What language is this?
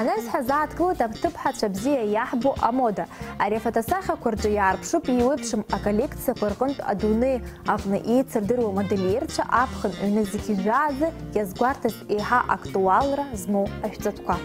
Abkhazian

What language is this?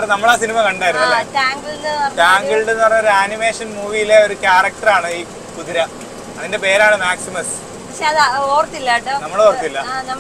Malayalam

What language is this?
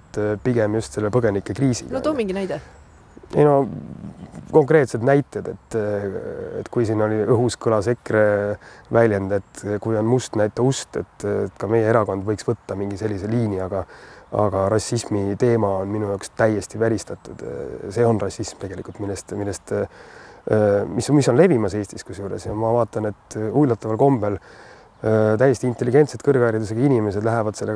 Estonian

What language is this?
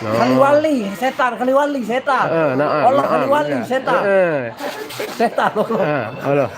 Sasak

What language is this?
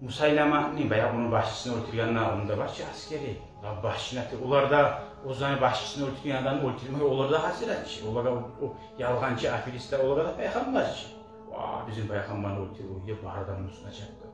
Kumyk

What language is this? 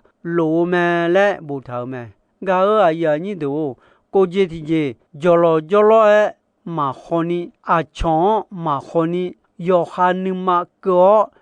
Akha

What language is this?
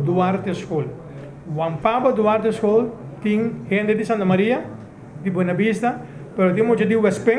Papiamento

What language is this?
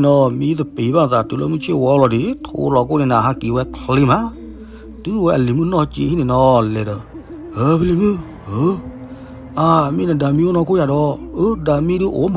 S'gaw Karen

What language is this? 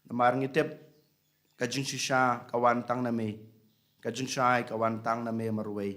Khasi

